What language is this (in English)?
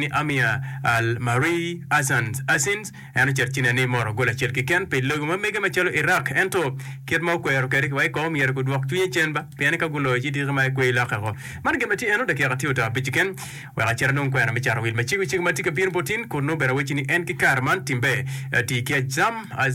Acoli